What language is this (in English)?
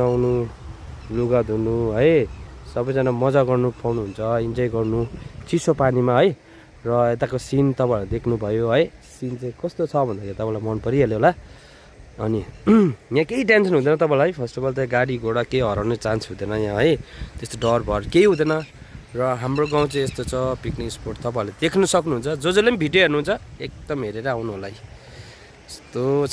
Nepali